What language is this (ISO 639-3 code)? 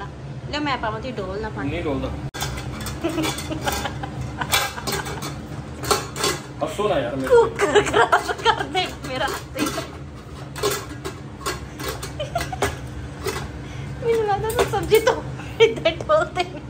pan